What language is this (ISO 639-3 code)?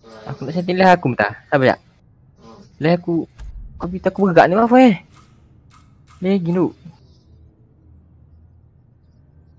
msa